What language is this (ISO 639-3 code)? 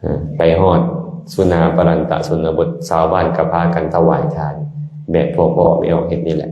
lao